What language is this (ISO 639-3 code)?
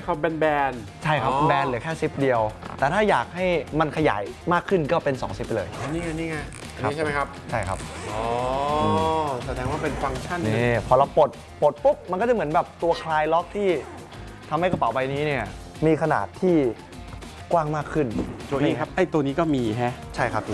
tha